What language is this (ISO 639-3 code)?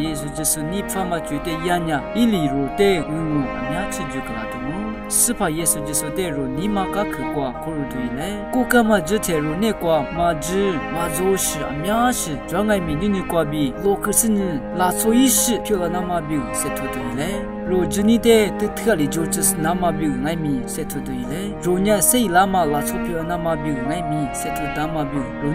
lis